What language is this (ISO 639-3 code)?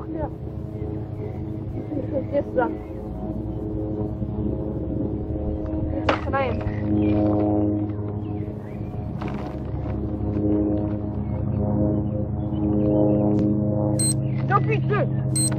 ces